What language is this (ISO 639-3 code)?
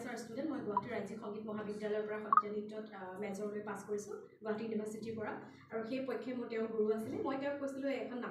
asm